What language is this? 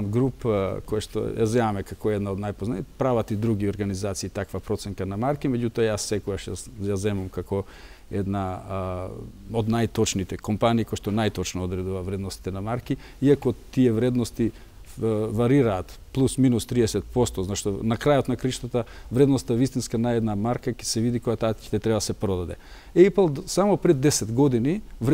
Macedonian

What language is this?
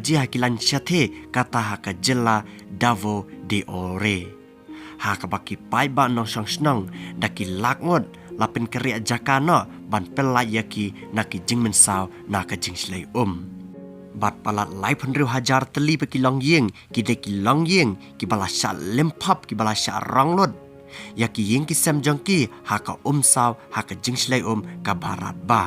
Khasi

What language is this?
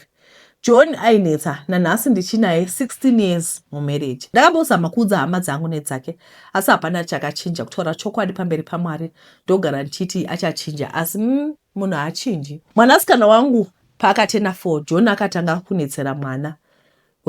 Shona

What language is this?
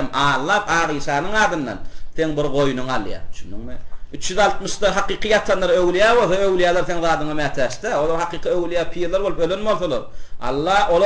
Turkmen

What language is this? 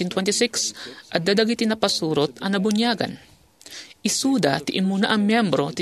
Iloko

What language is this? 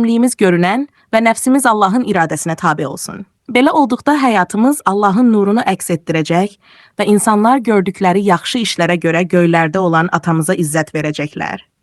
Azerbaijani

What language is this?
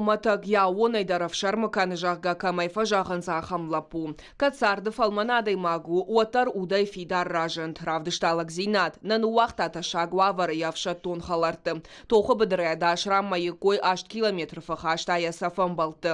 Ossetic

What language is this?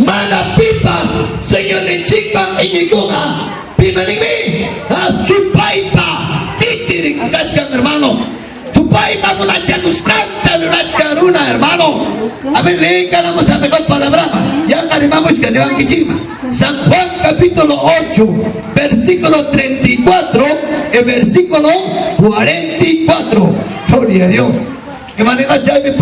Ayacucho Quechua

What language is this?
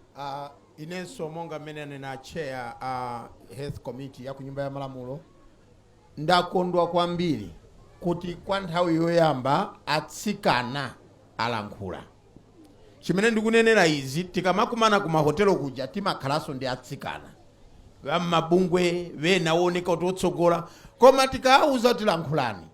Nyanja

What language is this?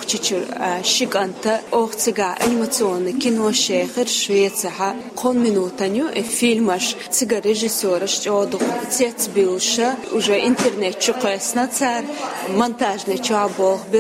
Chechen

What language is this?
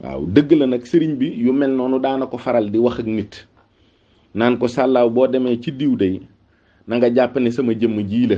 Wolof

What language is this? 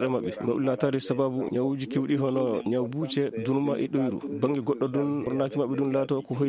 Maasina Fulfulde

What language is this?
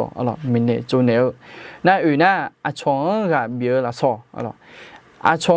Akha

